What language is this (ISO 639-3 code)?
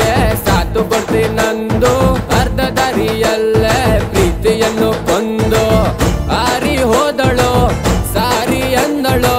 kan